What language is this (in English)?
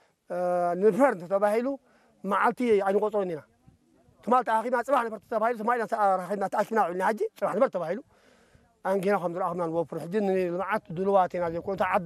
Tigrinya